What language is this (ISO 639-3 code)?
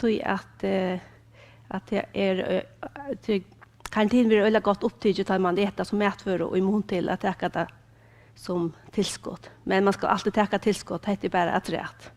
fao